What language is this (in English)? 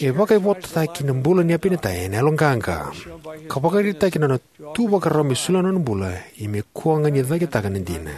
Fijian